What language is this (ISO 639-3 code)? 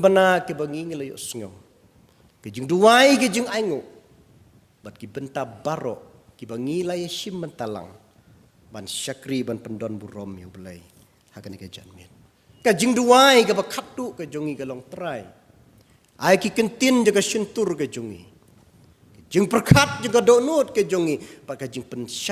kha